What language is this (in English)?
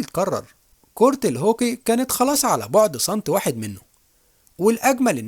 Egyptian Arabic